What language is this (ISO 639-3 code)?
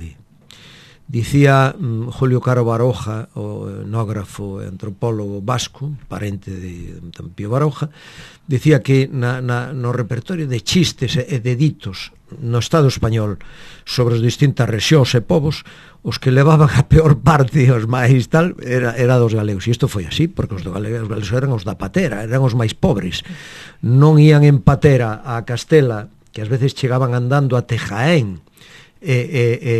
glg